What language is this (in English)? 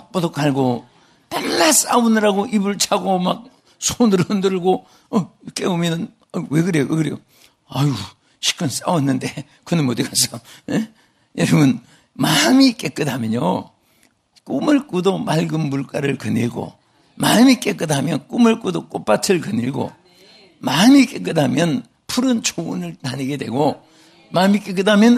Korean